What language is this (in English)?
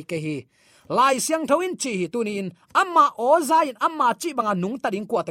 Tedim Chin